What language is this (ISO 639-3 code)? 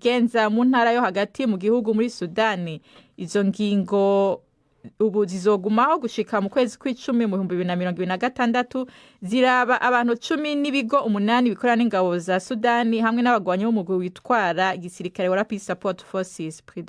run